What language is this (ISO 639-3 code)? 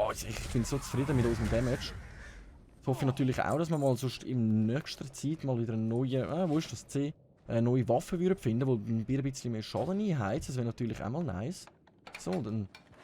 gsw